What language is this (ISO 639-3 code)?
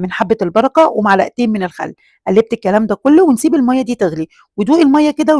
arz